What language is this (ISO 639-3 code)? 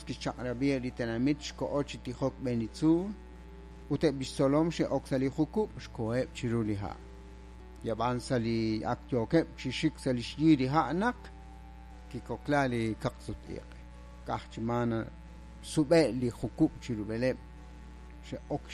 kek